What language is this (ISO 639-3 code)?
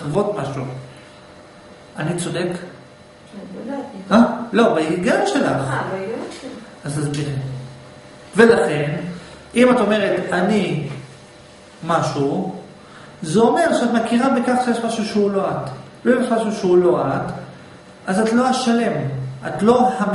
heb